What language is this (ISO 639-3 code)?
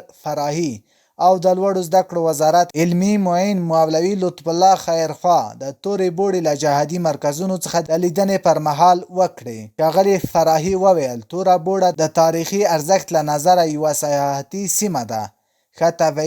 pus